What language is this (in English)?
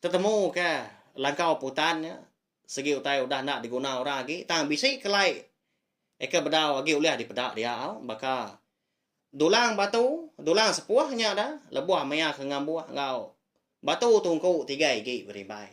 Iban